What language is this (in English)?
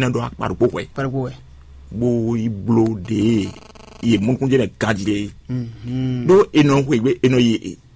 Fon